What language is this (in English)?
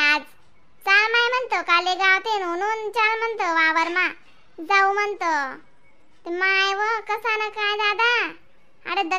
Khandesi